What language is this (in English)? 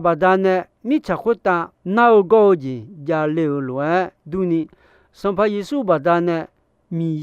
Akha